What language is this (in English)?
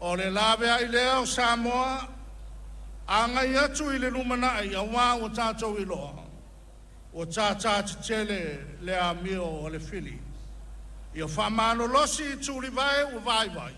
Samoan